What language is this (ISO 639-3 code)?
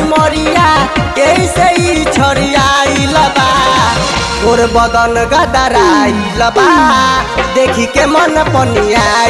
bho